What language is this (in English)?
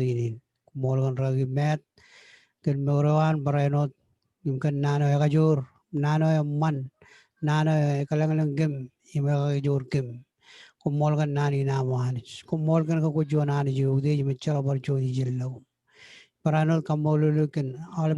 Marshallese